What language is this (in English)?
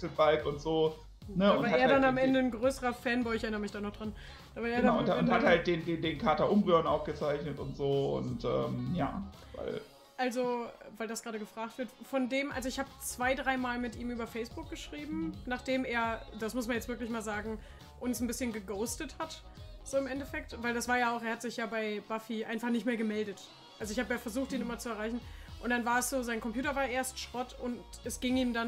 German